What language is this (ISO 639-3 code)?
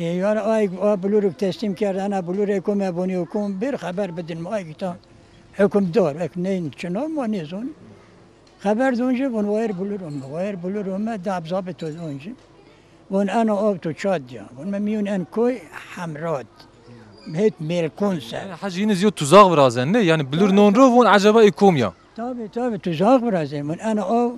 zza